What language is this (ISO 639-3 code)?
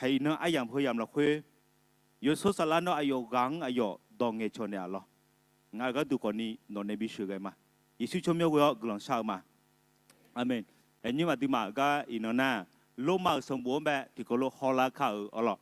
ahk